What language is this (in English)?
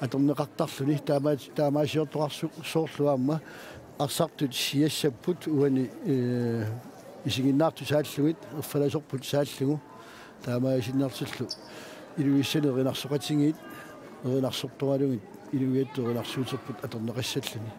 Kalaallisut